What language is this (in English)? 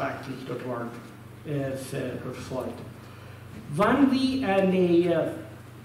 Plautdietsch